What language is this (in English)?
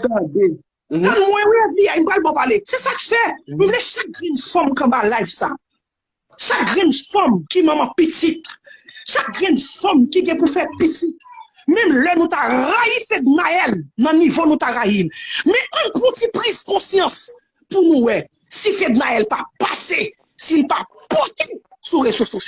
Haitian Creole